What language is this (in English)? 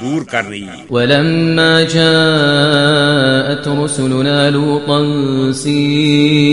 Kashmiri